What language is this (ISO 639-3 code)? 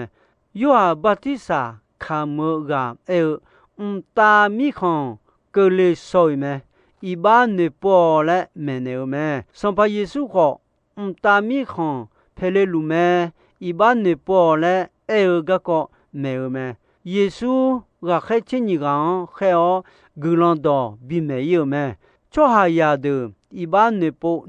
ahk